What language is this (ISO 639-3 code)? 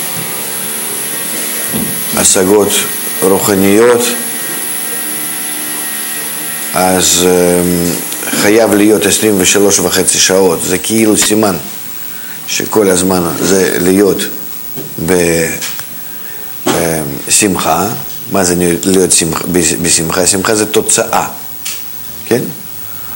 heb